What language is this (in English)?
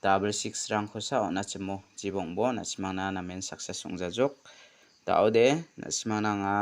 Garo